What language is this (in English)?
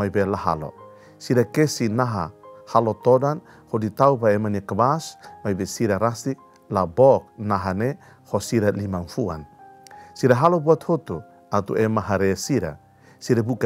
Tetum